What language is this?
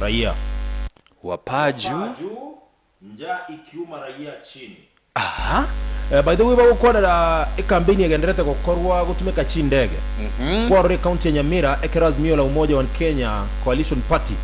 Gusii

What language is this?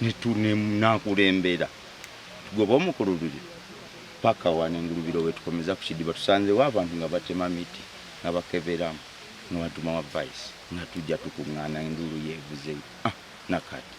Ganda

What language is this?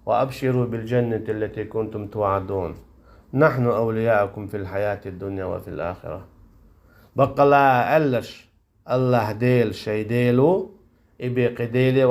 Chechen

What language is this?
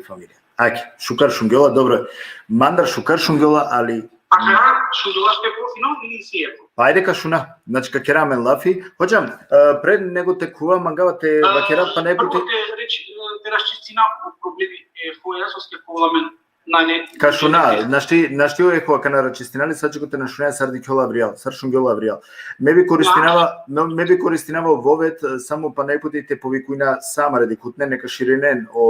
Balkan Romani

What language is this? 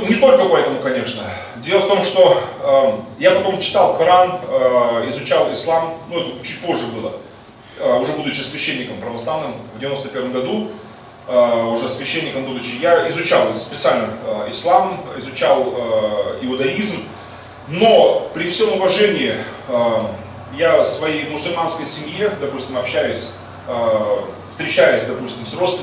Russian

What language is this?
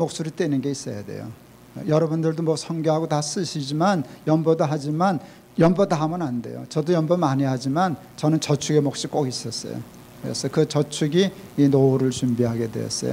Korean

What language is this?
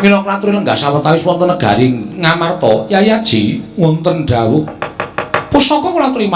Javanese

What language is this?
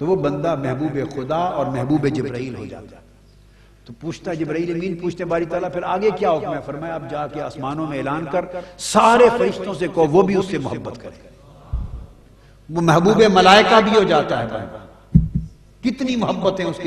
Urdu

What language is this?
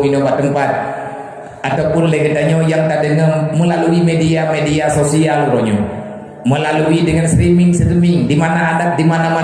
Achinese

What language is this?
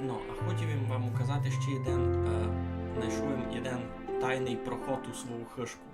Rusyn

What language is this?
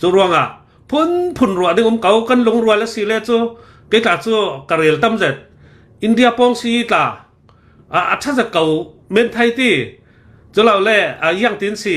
Hakha Chin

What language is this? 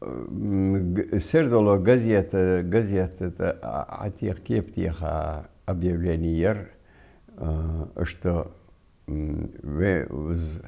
Ingush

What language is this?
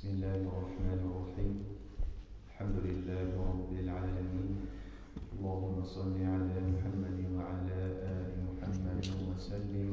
Avaric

